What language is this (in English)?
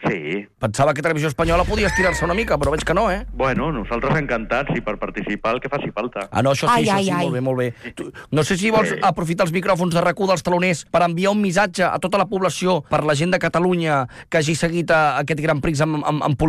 Catalan